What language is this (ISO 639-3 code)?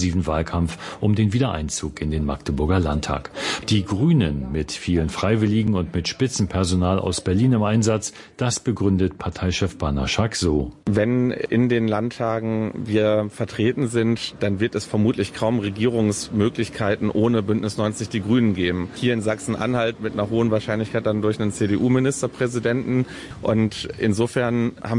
deu